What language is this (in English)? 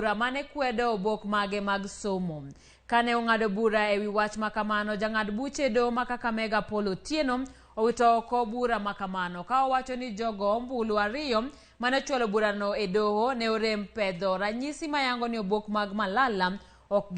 Luo (Kenya and Tanzania)